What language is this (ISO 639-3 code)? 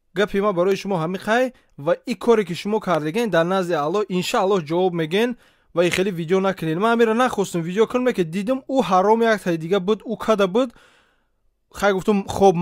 tgk